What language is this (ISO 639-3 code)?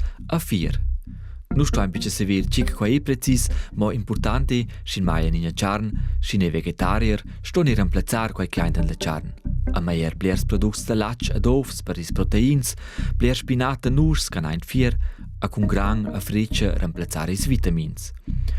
roh